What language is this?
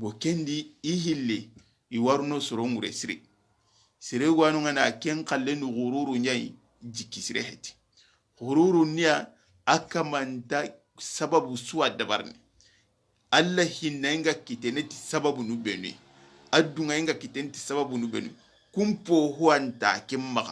Soninke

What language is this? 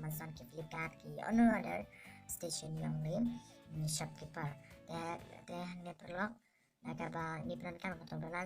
Khasi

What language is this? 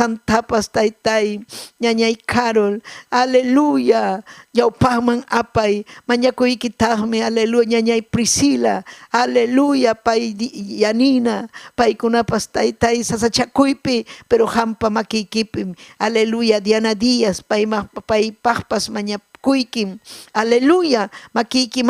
Ayacucho Quechua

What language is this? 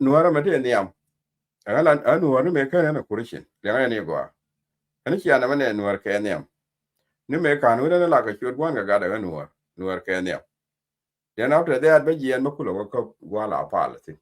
Nuer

